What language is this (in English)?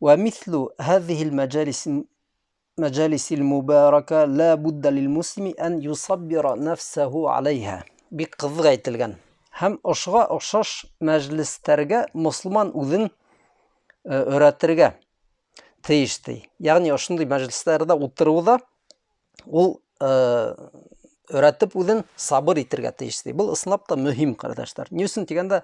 Bashkir